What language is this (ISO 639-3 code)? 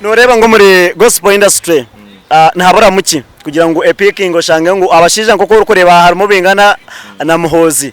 nyn